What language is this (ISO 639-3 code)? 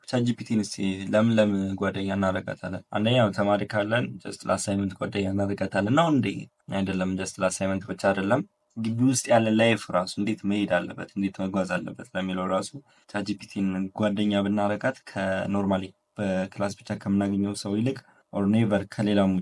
amh